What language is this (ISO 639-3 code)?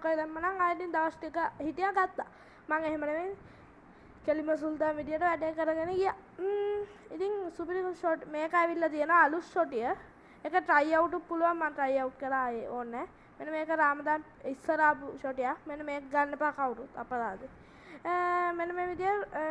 sin